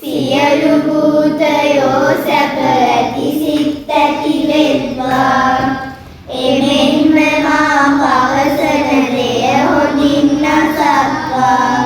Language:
Sinhala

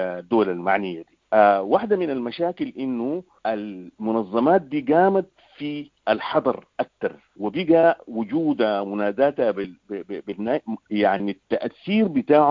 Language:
Sudanese Arabic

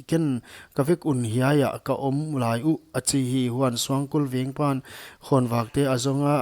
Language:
Paite Chin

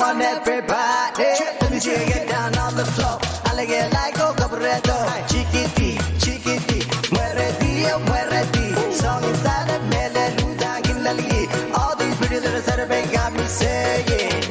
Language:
Pohnpeian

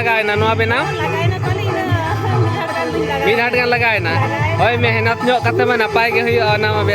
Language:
Santali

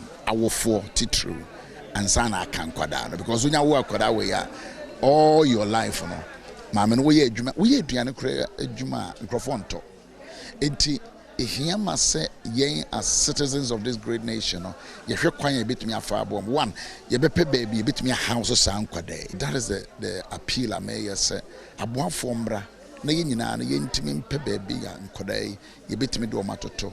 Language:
Akan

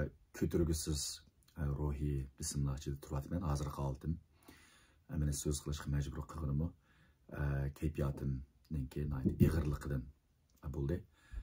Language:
Uyghur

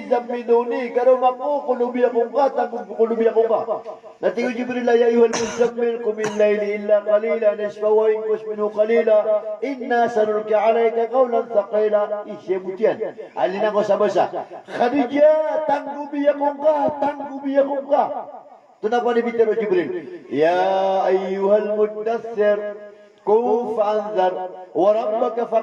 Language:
Maranao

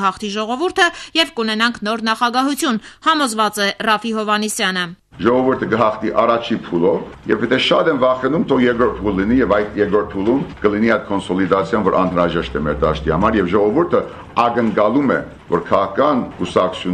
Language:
Armenian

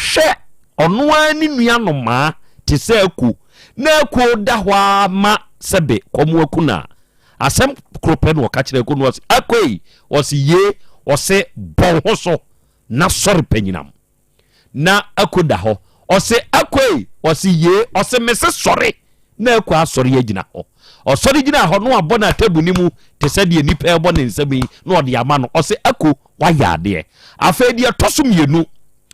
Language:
Akan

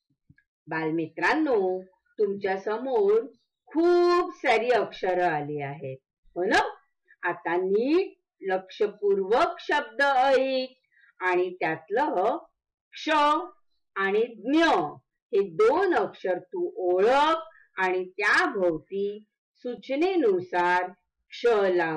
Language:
Marathi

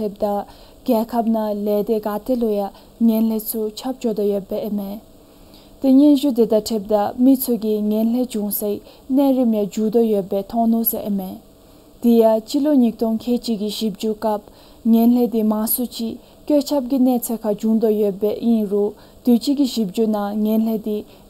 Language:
Dzongkha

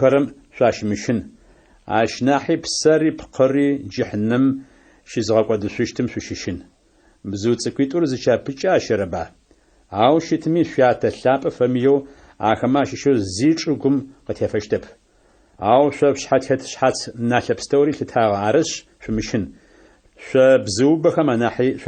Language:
Adyghe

